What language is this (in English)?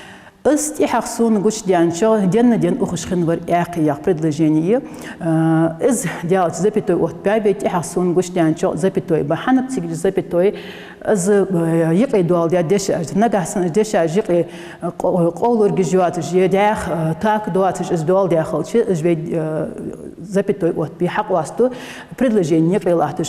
Ingush